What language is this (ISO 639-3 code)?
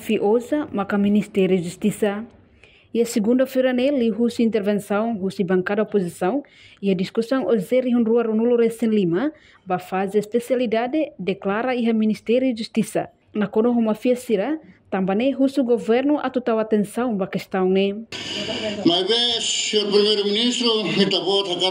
tet